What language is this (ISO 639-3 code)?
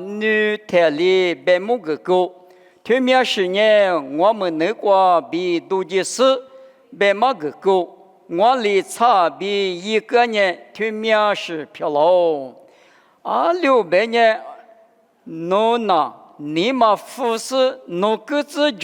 lis